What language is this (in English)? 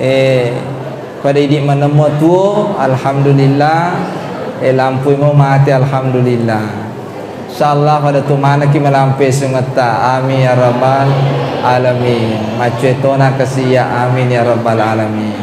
Buginese